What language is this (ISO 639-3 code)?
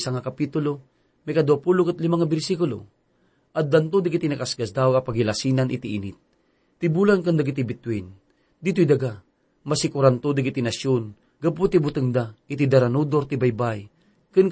ilo